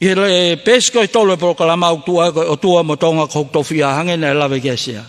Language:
Tongan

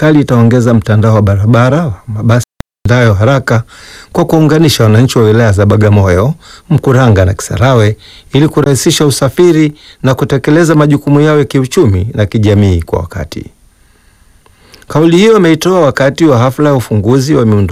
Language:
Swahili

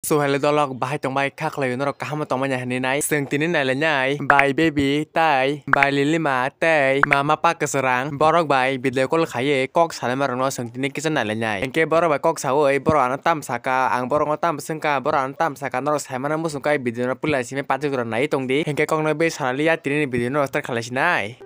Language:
Kok Borok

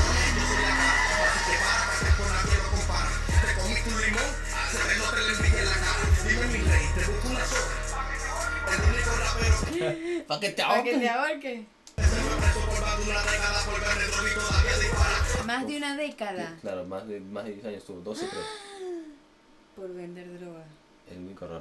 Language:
Spanish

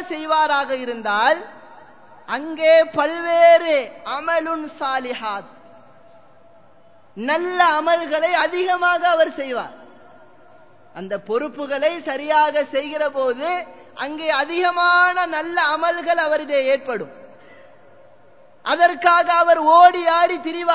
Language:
Tamil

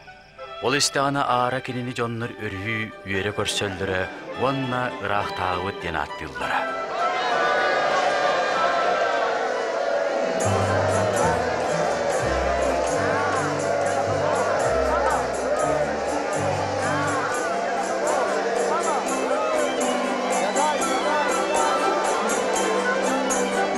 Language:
Yakut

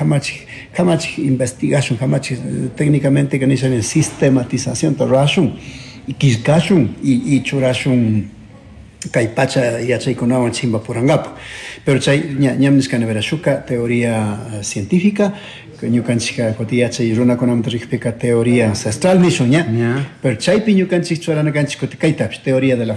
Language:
Chimborazo Highland Quichua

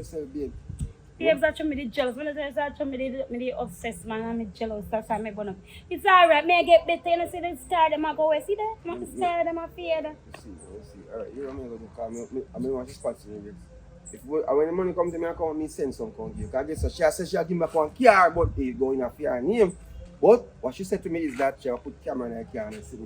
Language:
Jamaican Creole English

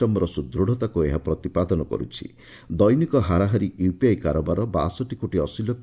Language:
Odia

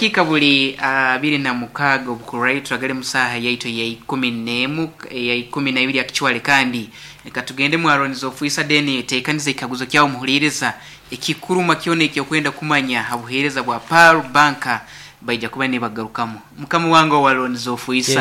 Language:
Nyankole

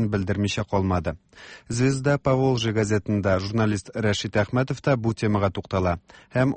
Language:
Tatar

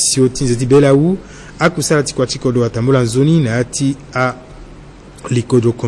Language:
Sango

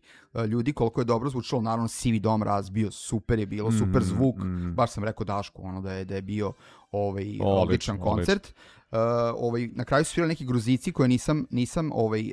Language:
Serbian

